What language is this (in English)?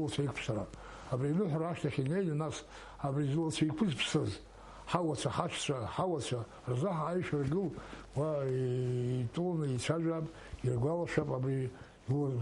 Abkhazian